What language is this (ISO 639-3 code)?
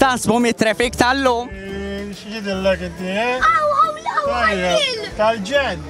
mlt